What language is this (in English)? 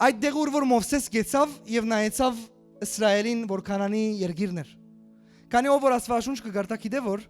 Western Armenian